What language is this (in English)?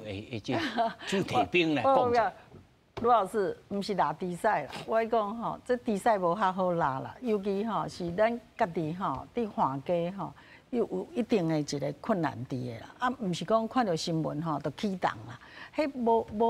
Min Nan Chinese